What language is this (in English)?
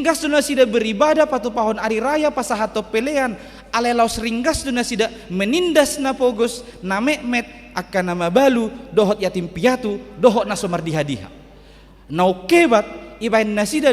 Batak Toba